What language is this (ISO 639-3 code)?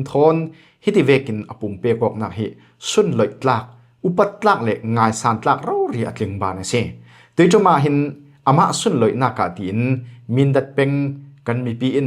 cfm